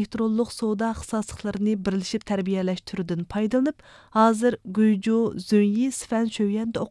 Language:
Uyghur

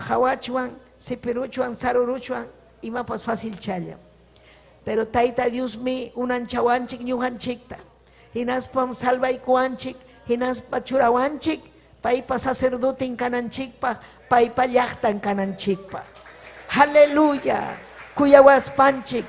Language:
Ayacucho Quechua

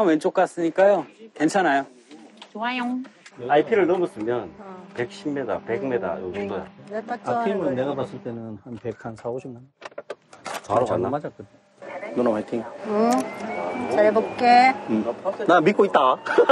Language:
Korean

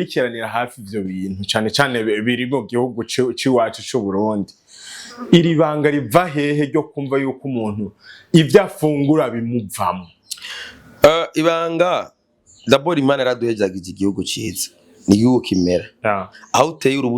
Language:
Rundi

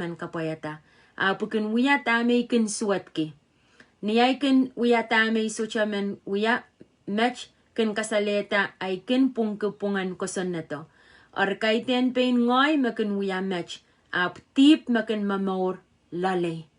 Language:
Pohnpeian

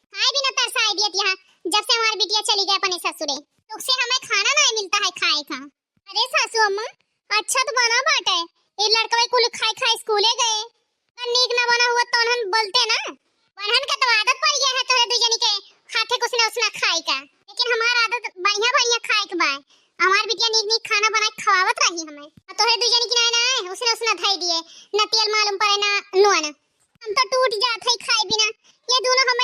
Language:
Awadhi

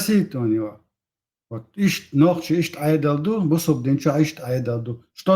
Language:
Chechen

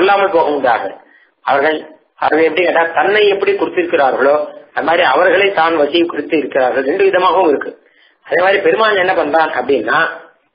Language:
Tamil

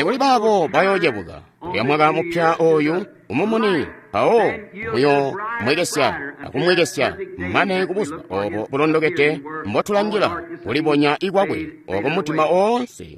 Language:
Tonga (Zambia)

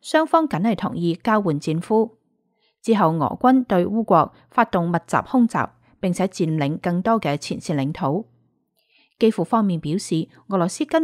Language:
Cantonese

